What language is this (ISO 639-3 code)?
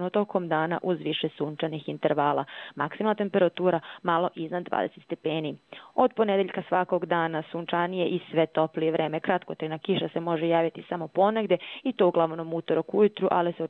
hrv